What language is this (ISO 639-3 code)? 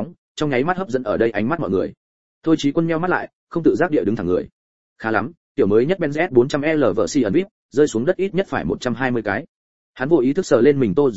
vie